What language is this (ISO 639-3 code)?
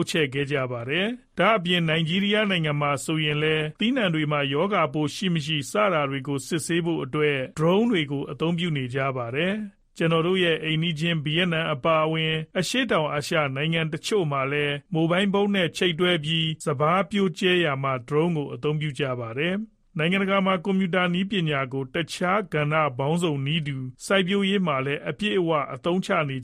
mya